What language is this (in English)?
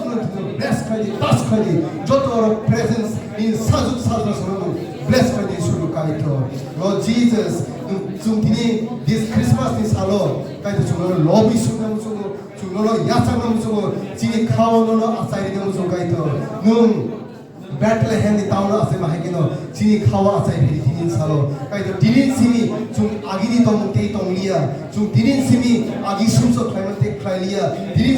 Kok Borok